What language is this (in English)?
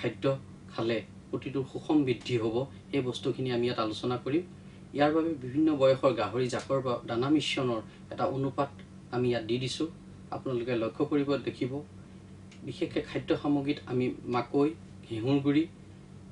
Assamese